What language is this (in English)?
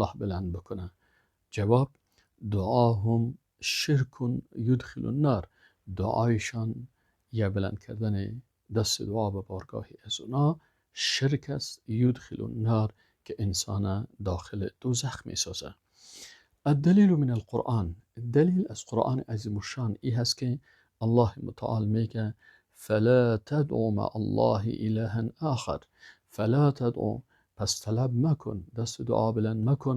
Persian